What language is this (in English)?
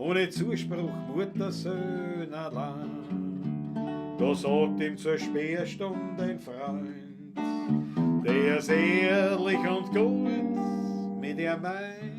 Bavarian